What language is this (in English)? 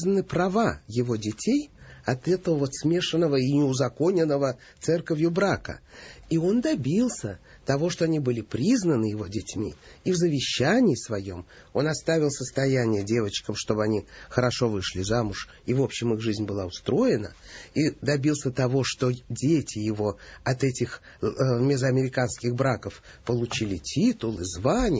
Russian